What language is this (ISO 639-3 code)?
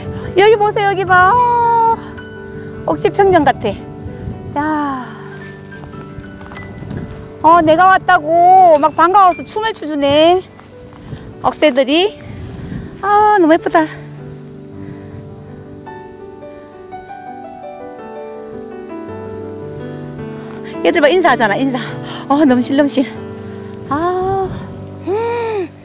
kor